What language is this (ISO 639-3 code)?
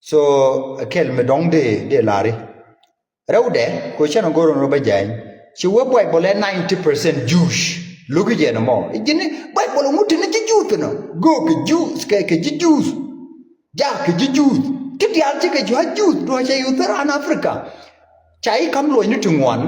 nus